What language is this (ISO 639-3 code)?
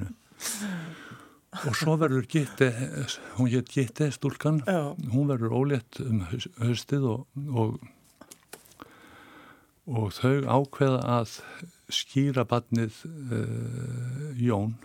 isl